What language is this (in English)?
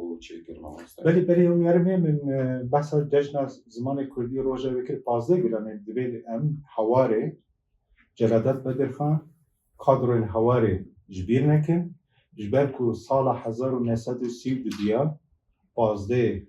Kurdish